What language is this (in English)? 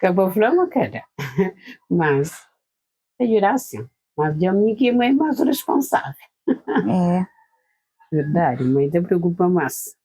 Kabuverdianu